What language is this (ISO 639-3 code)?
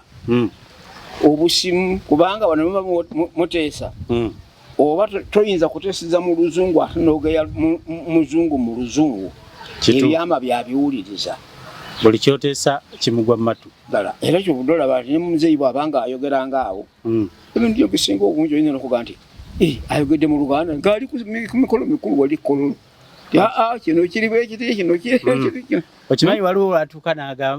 lug